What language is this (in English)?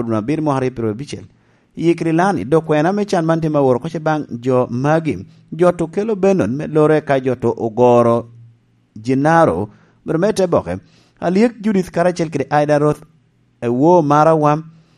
Lango (Uganda)